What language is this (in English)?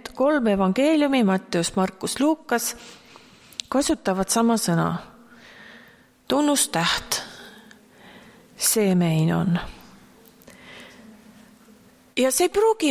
Estonian